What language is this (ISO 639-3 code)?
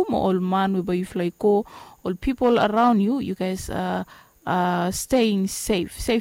bis